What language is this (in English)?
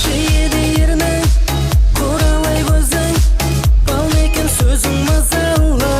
Kara-Kalpak